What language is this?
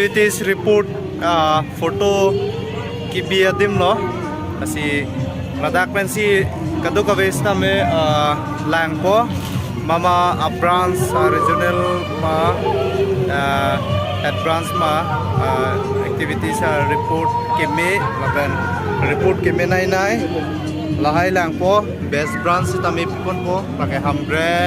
Karbi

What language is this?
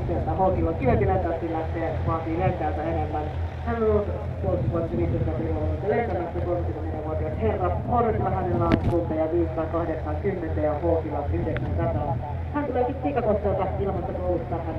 Finnish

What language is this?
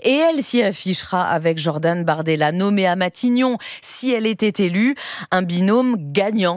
French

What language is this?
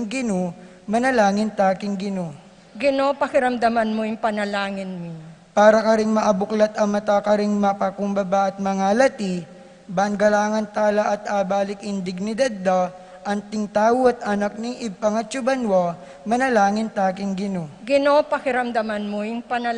Pampanga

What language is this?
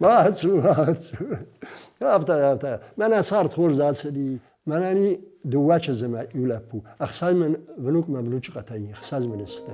Ossetic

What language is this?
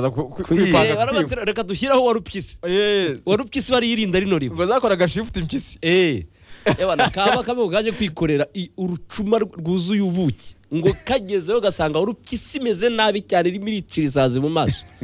Kinyarwanda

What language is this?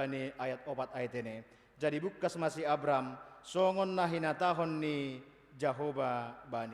Batak Simalungun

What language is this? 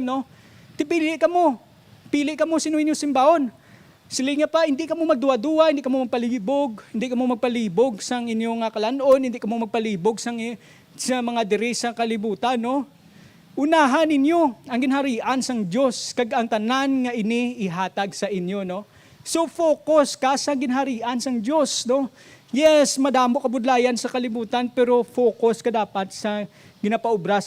Hiligaynon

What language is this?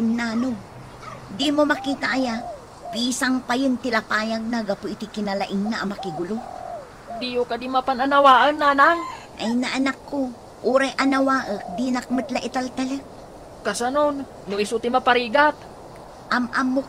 Iloko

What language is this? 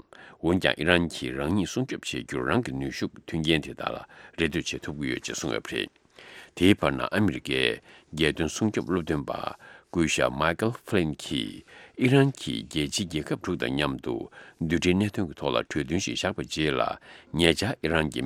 Tibetan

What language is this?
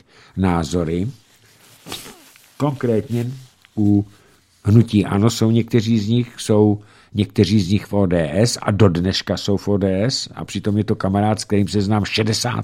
Czech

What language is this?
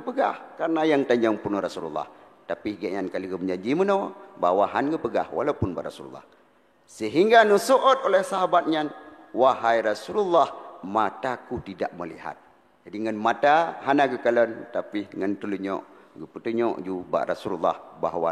Achinese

